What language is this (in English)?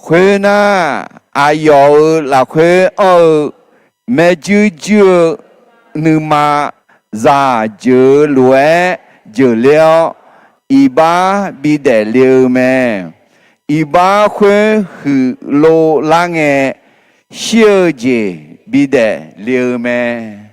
Akha